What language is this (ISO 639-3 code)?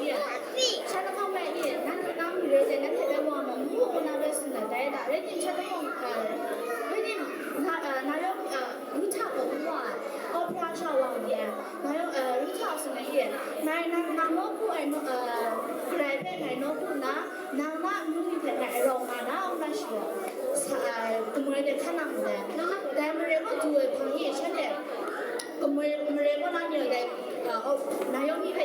kac